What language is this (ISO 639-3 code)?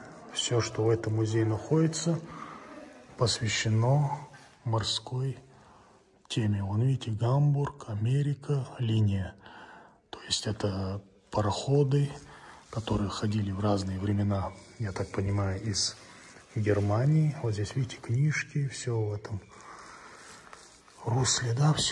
rus